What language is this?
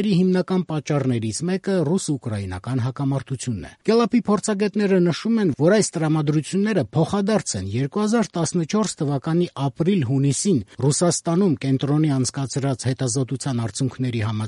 Armenian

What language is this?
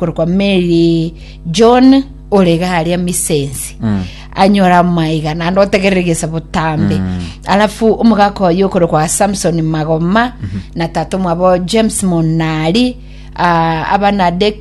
Gusii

